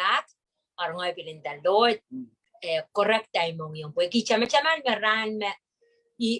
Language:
Pohnpeian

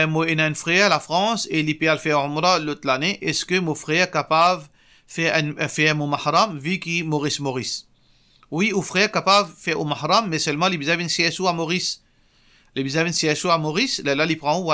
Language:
Morisyen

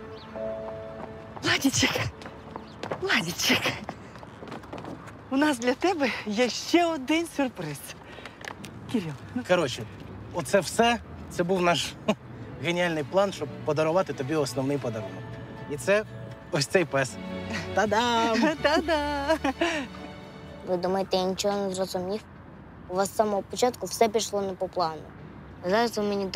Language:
Ukrainian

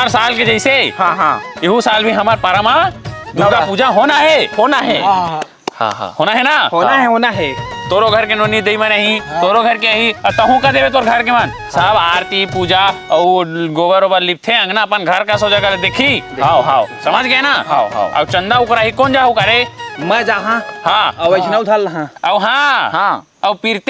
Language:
Chhattisgarhi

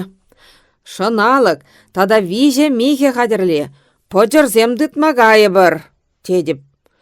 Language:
Chuvash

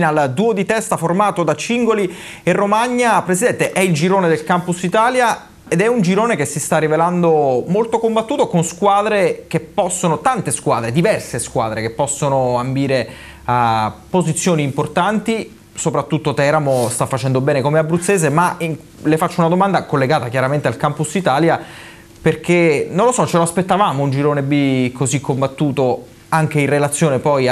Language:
Italian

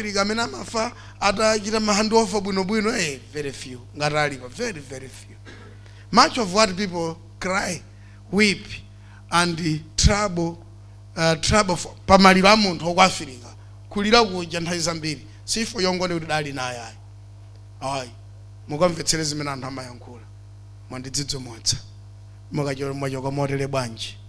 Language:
Nyanja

